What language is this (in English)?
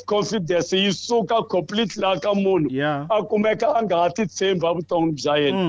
Tsonga